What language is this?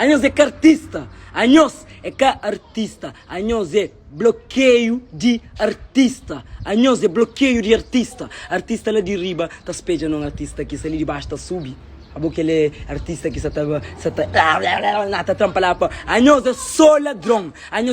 Kabuverdianu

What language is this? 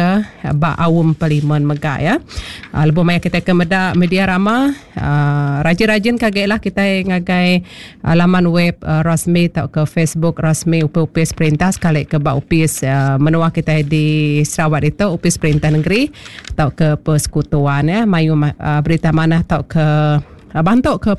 Iban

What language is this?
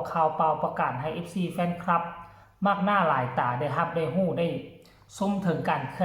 Northeastern Thai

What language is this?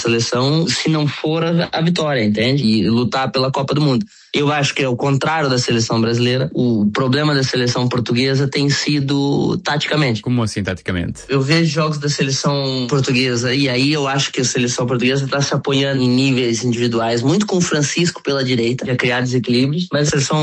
Portuguese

